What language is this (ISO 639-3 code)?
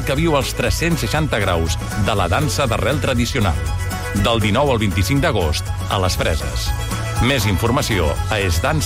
cat